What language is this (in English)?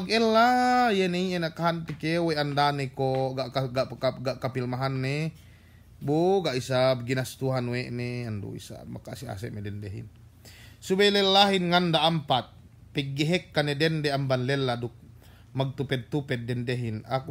Yakan